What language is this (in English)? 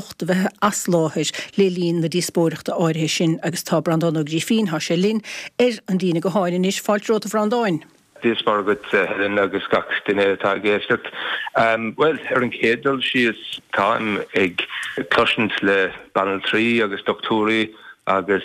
Irish